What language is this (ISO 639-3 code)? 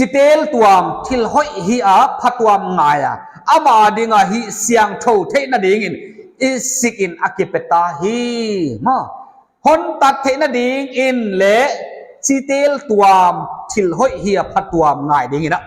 pck